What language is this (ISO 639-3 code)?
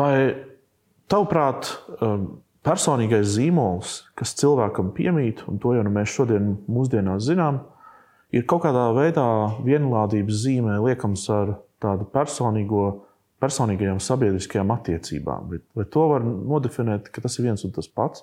lav